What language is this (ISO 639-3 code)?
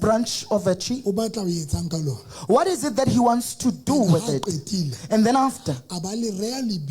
sot